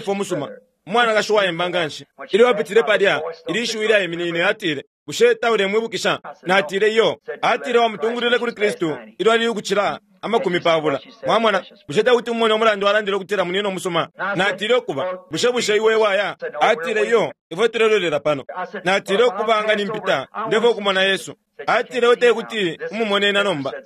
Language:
Bemba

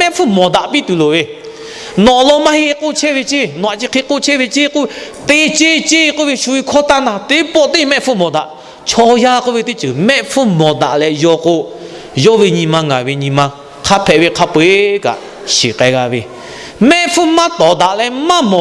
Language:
Lahu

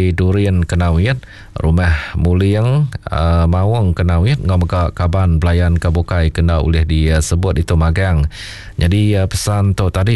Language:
Iban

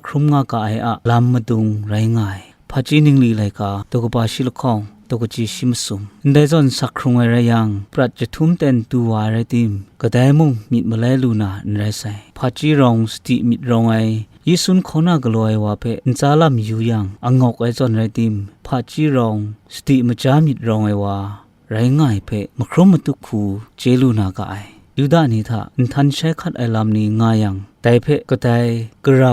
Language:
Kachin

